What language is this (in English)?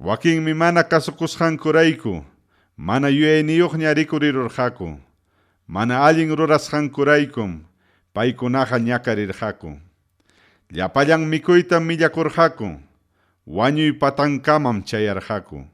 Ayacucho Quechua